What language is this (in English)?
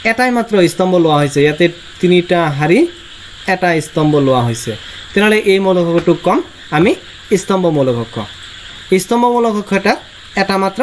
Assamese